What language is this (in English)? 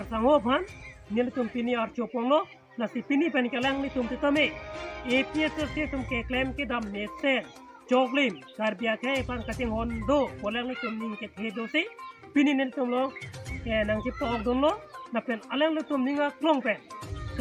Karbi